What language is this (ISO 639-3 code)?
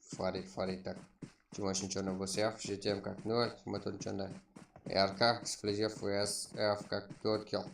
kaa